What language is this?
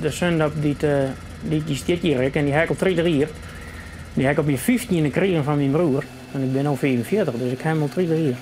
Western Frisian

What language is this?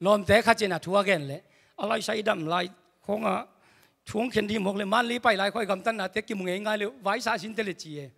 Tedim Chin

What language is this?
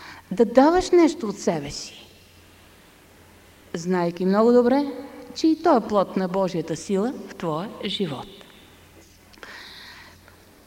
Bulgarian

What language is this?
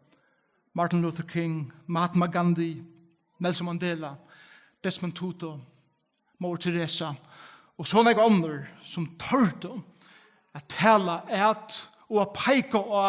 Faroese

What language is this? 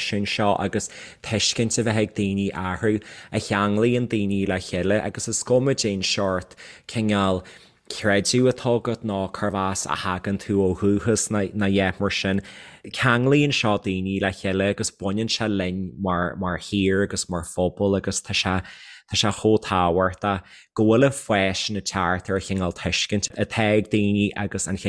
Irish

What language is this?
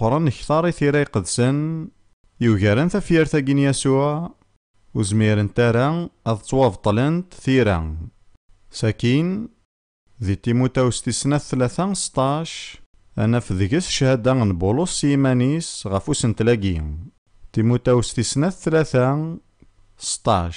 Kabyle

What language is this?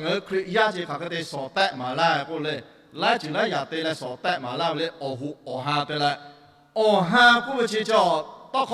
Lahu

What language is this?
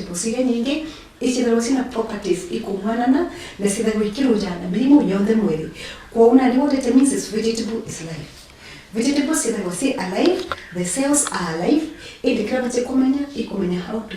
Meru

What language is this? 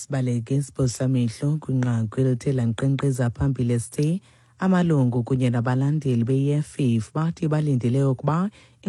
Xhosa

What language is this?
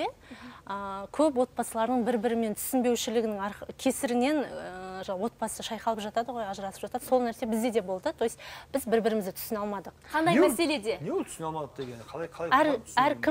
Kazakh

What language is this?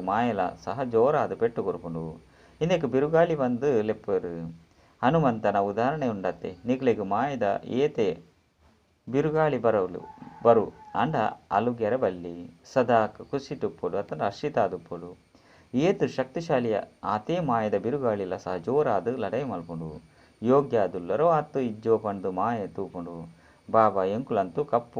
Tulu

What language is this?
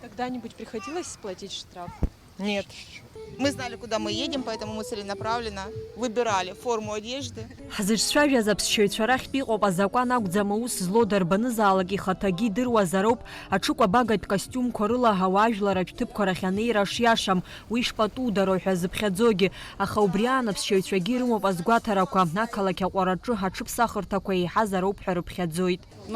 Abkhazian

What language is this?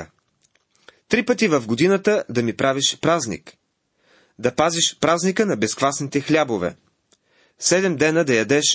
Bulgarian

